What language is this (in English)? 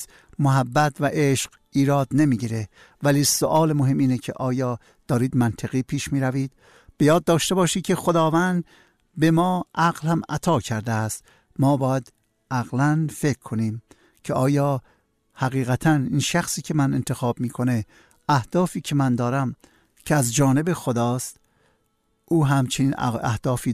Persian